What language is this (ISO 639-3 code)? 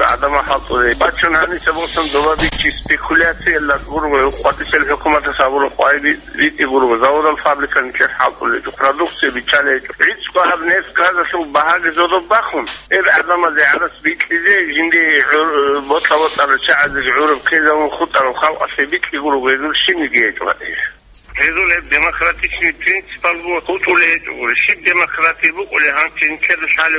ava